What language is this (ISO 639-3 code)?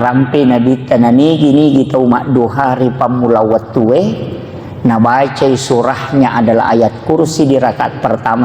bug